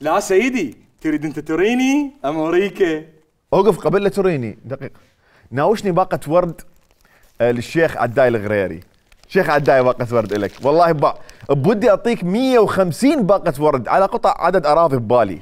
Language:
Mesopotamian Arabic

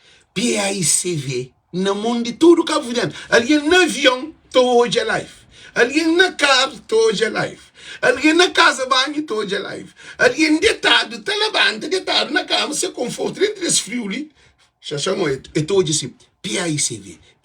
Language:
Kabuverdianu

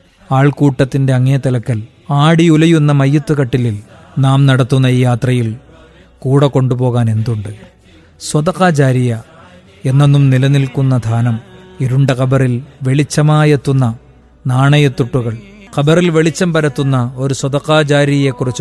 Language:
Malayalam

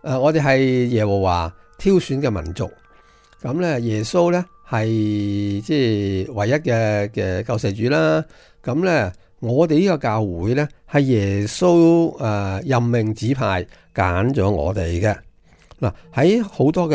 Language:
Cantonese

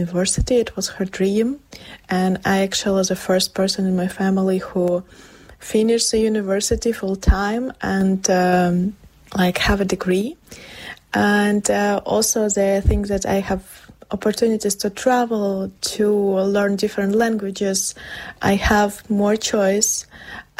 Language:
English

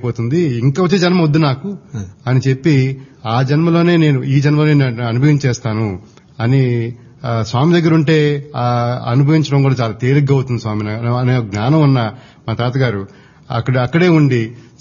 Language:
Telugu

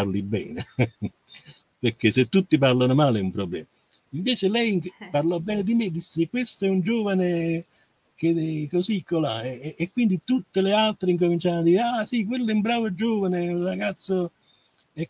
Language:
Italian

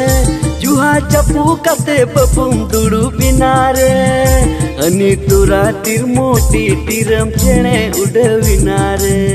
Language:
Santali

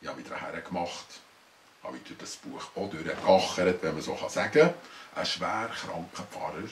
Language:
Swiss German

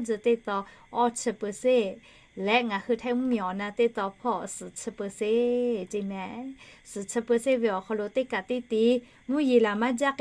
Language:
Lahu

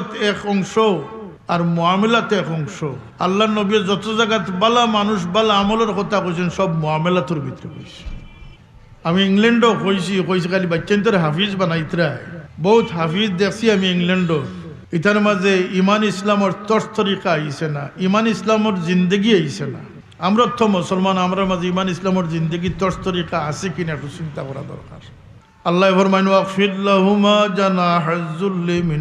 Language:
Sylheti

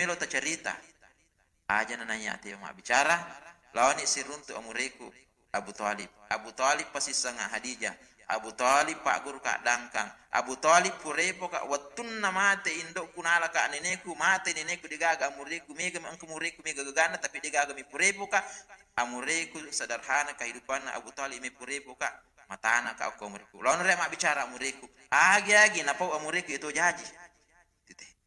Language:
Buginese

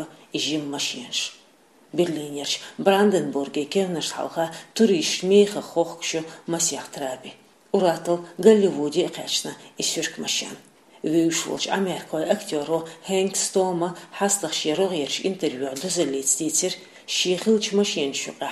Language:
Chechen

